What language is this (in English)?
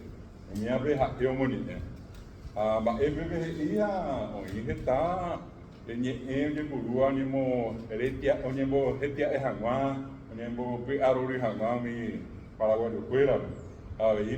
Guarani